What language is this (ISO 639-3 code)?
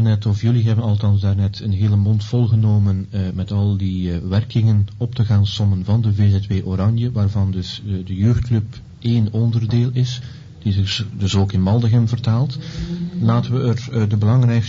nld